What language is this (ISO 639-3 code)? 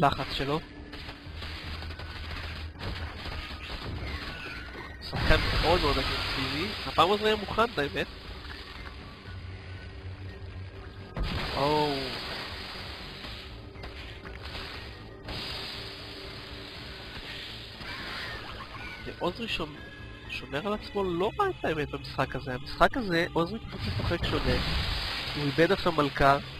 heb